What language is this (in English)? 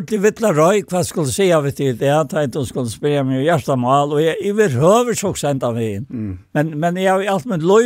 Faroese